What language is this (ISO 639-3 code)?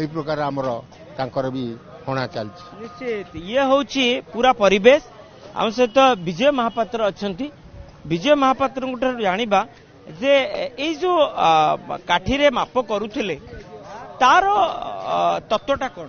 ori